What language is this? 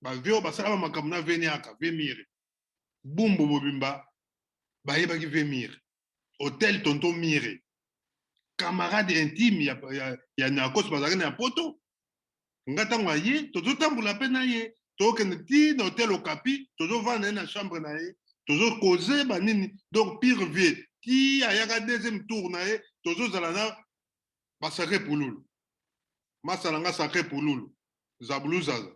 Lingala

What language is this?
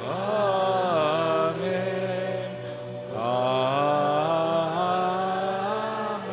Hiligaynon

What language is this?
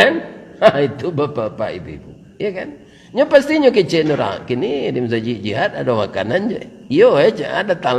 Minangkabau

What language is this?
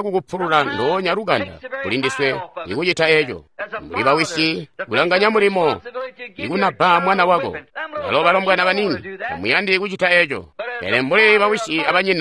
Tonga (Zambia)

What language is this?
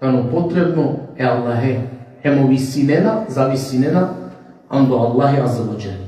Balkan Romani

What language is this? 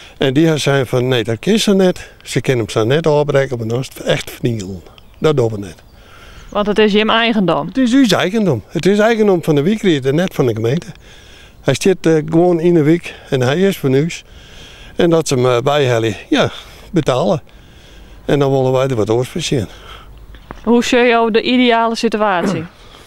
Western Frisian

